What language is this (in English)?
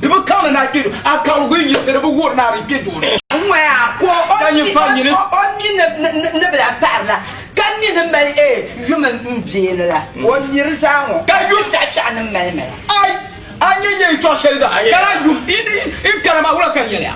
Dagbani